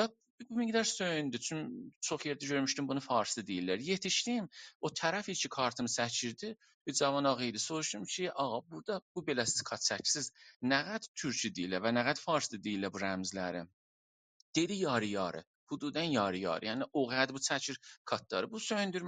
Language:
South Azerbaijani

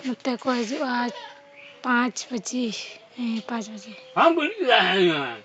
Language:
Santali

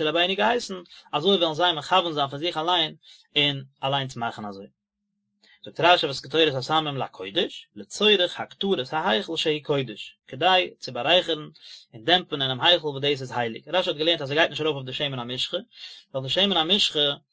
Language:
Yiddish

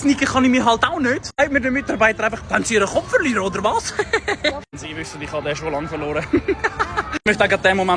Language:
Swiss German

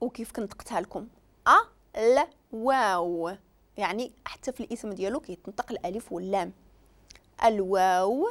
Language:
Moroccan Arabic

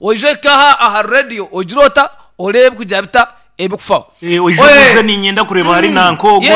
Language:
Nyankole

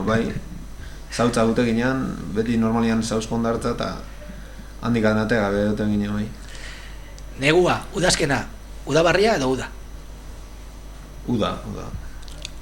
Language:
Basque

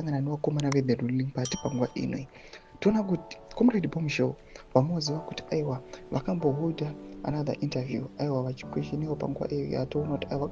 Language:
Shona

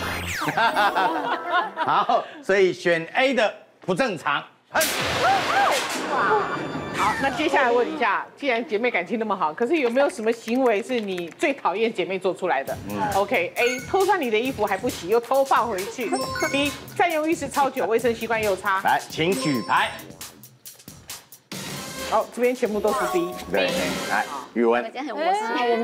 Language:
Chinese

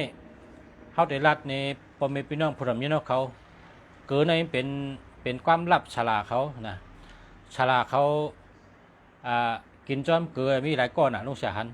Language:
Shan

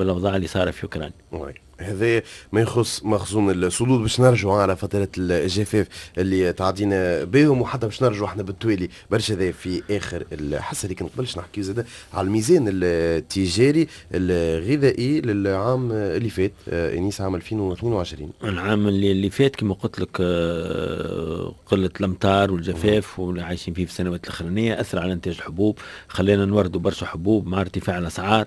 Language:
Tunisian Arabic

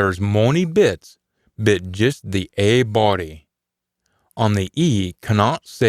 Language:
Scots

